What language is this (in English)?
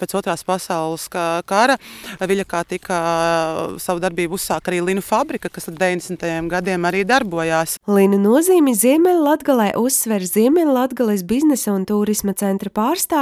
Latvian